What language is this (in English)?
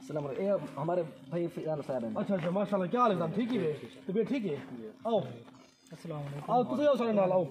Saraiki